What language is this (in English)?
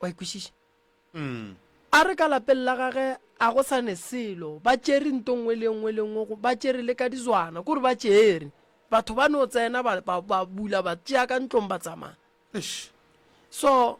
Northern Sotho